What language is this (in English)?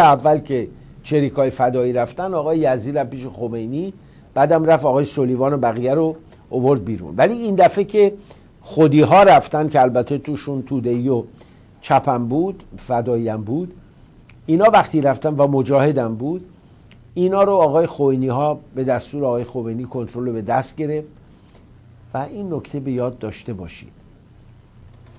Persian